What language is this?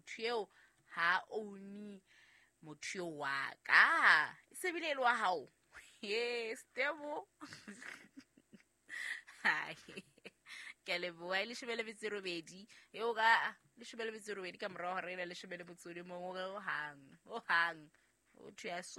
Southern Sotho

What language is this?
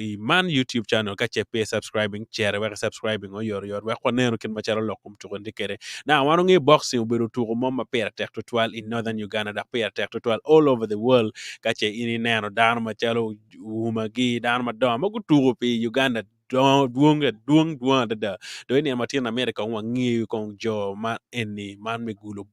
Acoli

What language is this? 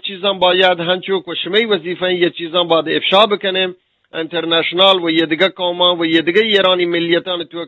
Eastern Balochi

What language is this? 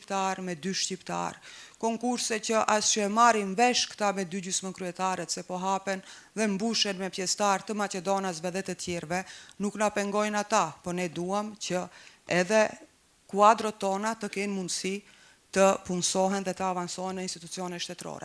Albanian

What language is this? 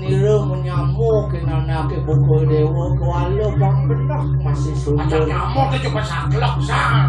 Balinese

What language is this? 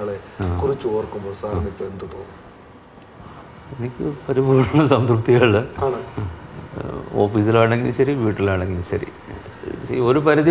Malayalam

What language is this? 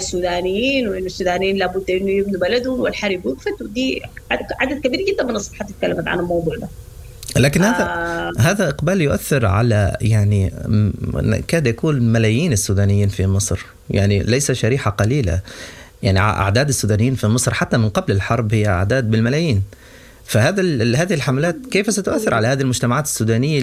Sudanese Arabic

